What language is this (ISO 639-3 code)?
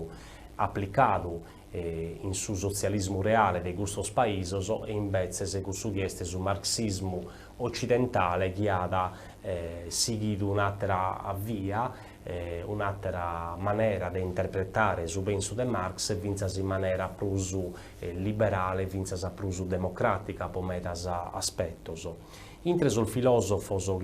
srd